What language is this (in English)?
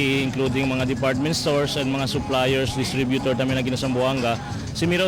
Chavacano